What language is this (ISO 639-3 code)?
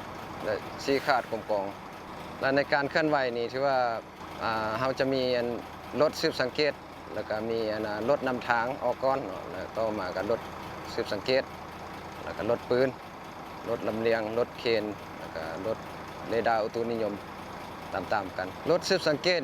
lao